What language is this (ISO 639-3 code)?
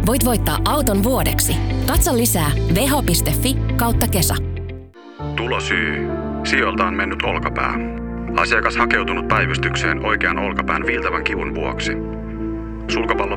fin